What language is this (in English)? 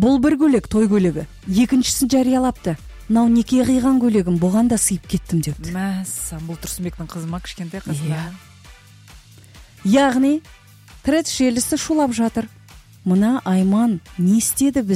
Kazakh